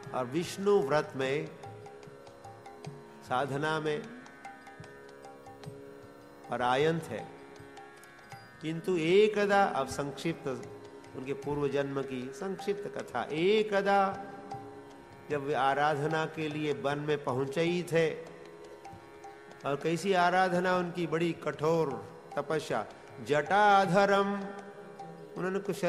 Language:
Hindi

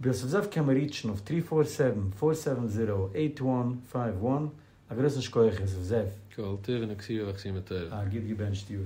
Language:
Yiddish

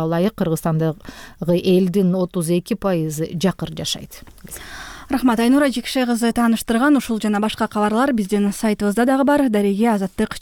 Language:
Kyrgyz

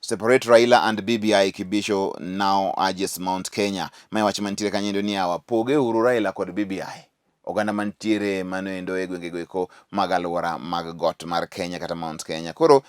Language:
Luo (Kenya and Tanzania)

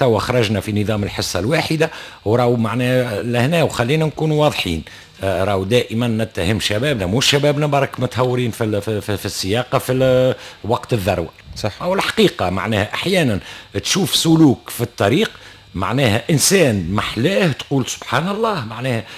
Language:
Tunisian Arabic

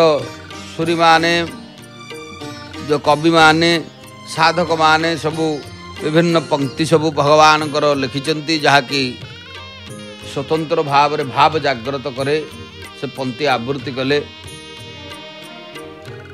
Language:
Odia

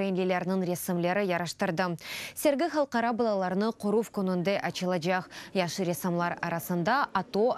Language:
Crimean Tatar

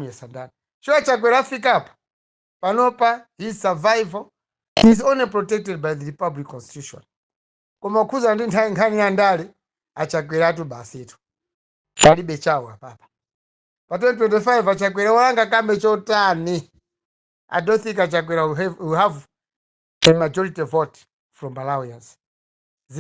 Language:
Nyanja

